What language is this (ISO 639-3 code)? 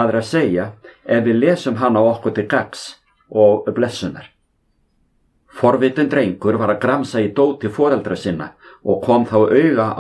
isl